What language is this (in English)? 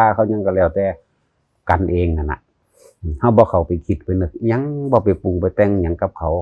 Northeastern Thai